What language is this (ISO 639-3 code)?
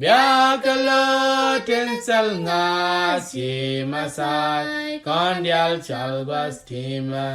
nus